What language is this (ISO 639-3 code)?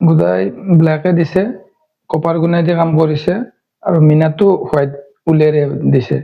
asm